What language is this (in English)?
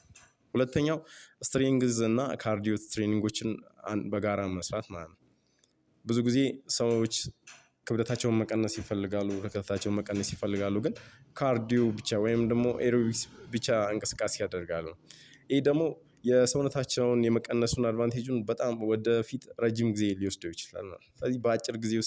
Amharic